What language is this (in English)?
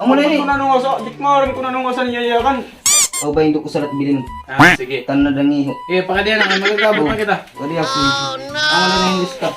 Waray